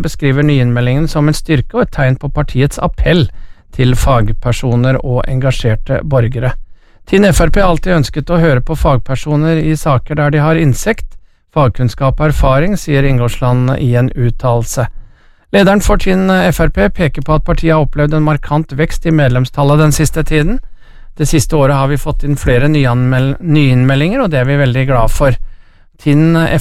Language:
Norwegian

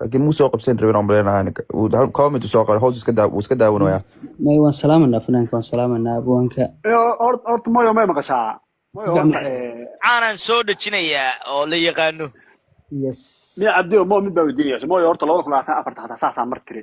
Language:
Somali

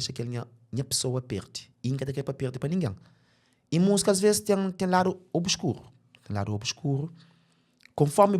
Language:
Kabuverdianu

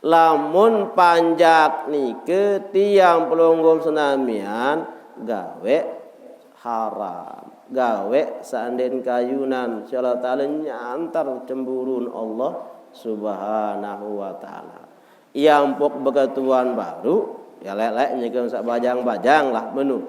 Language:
Sasak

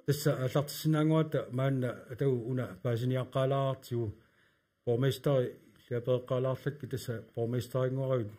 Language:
Kalaallisut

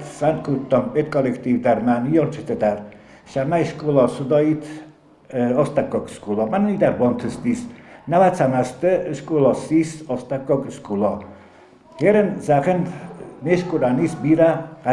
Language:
Ossetic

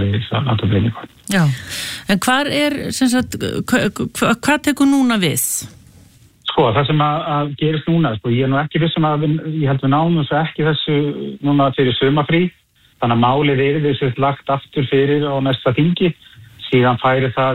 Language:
Icelandic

